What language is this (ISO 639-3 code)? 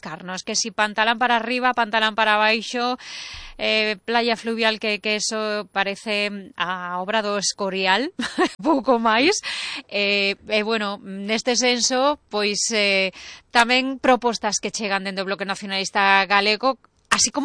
glg